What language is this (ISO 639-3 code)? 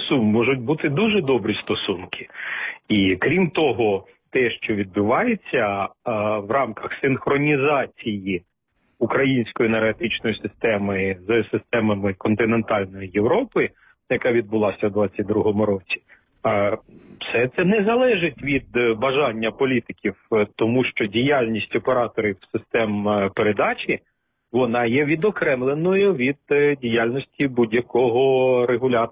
ukr